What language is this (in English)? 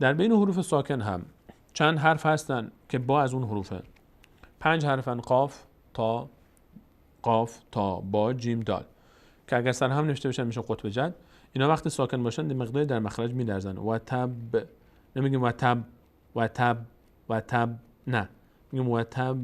Persian